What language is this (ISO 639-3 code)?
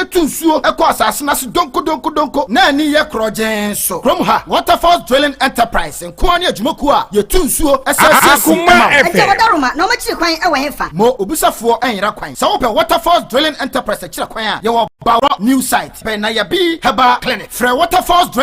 aka